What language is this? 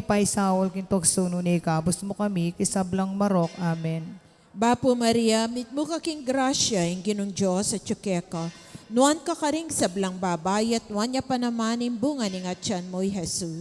Pampanga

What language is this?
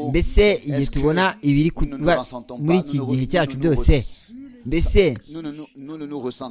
Kinyarwanda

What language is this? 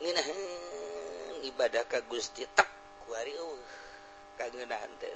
Sundanese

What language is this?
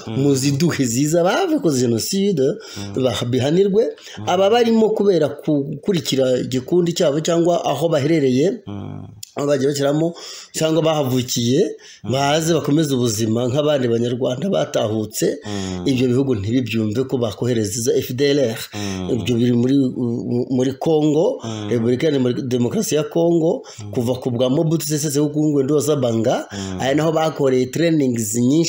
Kinyarwanda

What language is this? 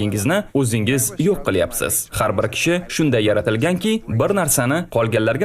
Uzbek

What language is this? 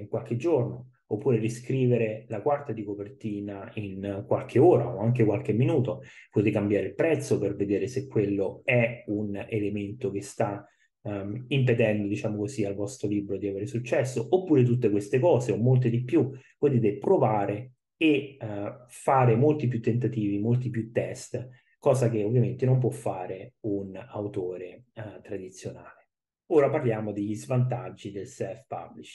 Italian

